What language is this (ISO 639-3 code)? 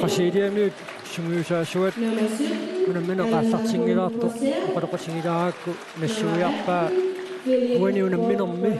kal